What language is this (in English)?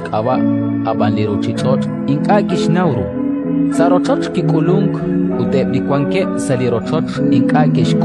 Kekchí